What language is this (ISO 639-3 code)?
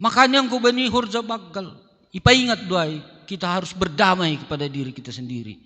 bts